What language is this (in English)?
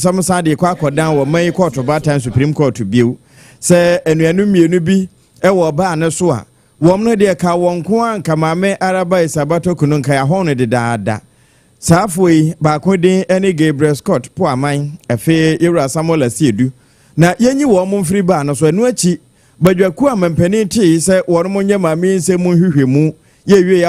Akan